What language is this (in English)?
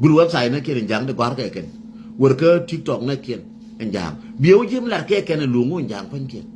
Nuer